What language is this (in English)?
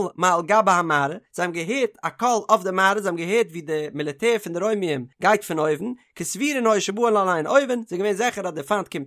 Yiddish